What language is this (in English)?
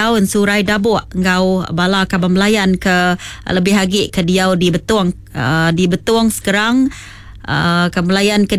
Iban